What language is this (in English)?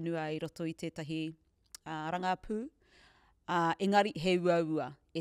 Māori